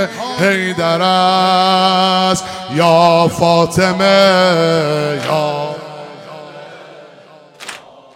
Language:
Persian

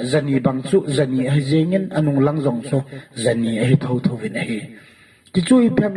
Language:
Thado Chin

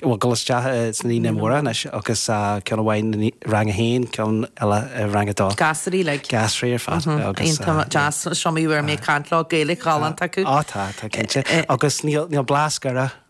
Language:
Irish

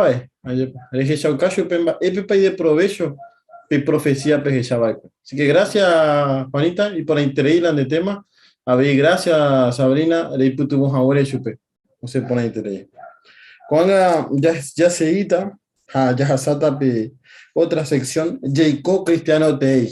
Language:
Guarani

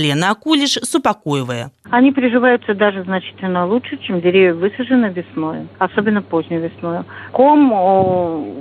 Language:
Belarusian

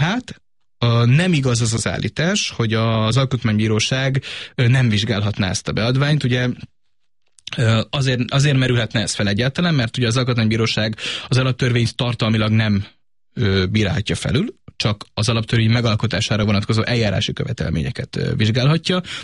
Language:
Hungarian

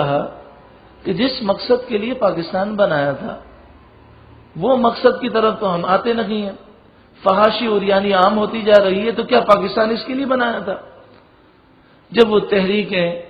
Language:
Urdu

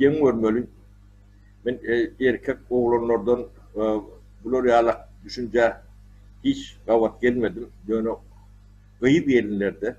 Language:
Turkmen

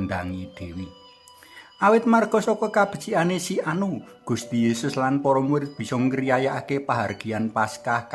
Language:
Javanese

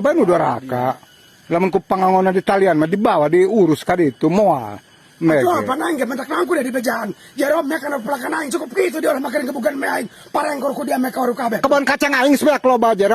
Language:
Sundanese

